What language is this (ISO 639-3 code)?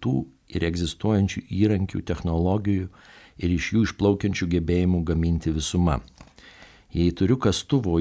lit